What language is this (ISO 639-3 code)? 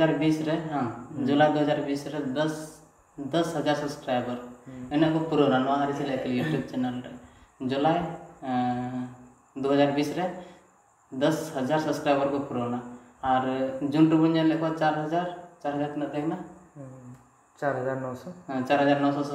sat